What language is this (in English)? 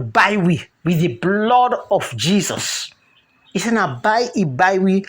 Krio